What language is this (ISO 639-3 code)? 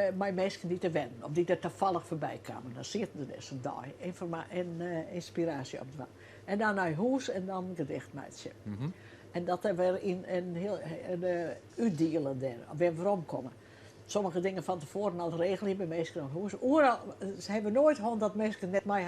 fry